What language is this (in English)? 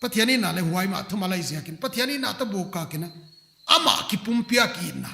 Paite Chin